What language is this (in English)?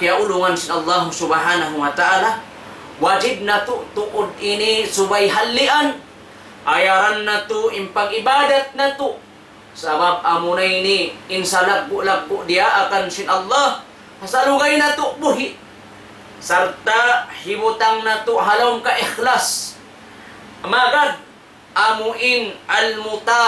Tausug